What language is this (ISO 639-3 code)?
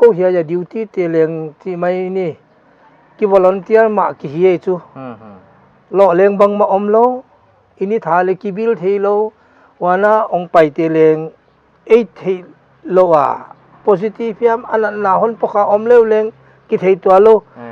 pck